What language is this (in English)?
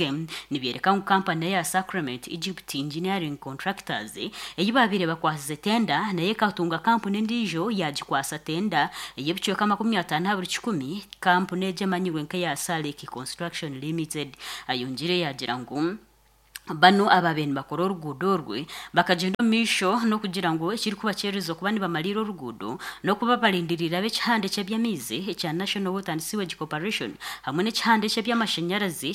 Nyankole